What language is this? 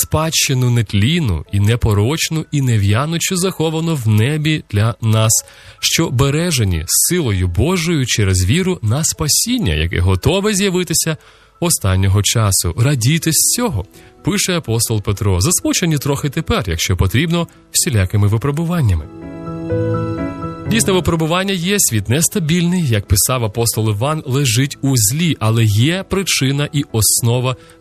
Ukrainian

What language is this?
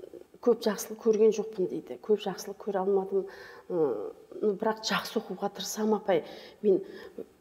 Kazakh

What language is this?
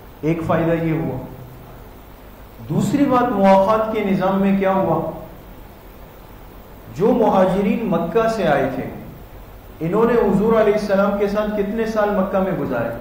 Urdu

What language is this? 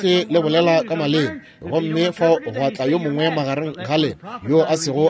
Northern Sotho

